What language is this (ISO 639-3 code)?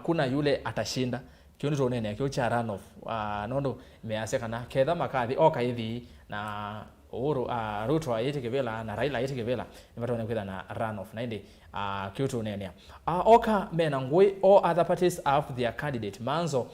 kam